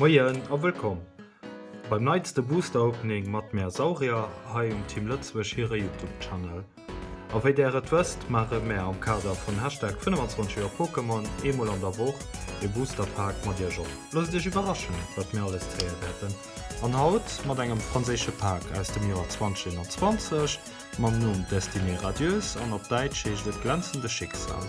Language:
Luxembourgish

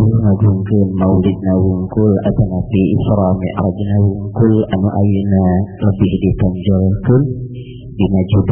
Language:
Sundanese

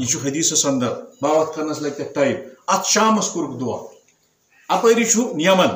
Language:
Kashmiri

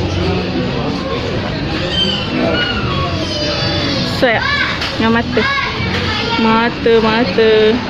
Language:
Malay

